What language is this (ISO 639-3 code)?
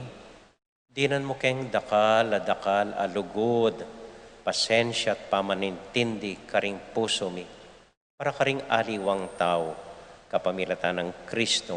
pam